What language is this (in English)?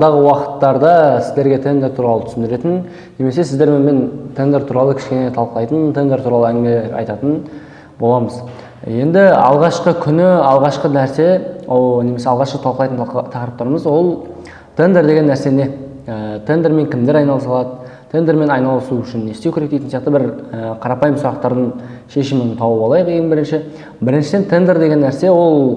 Kazakh